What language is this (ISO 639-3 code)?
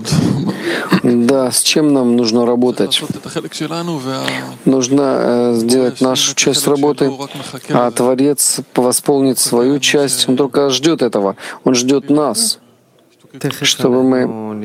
rus